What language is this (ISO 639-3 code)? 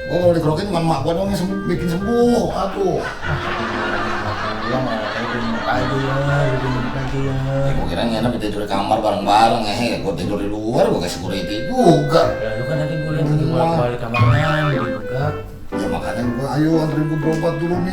bew